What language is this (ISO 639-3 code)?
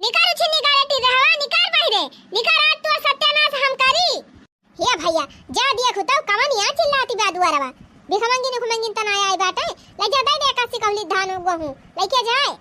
awa